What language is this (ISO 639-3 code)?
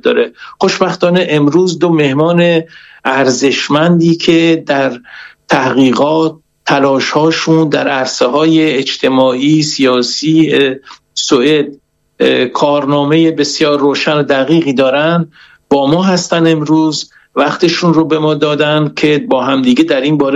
fas